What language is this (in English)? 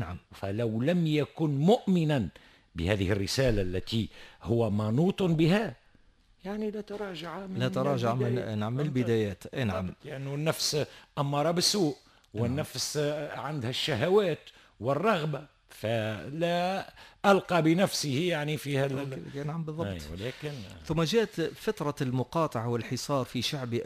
Tunisian Arabic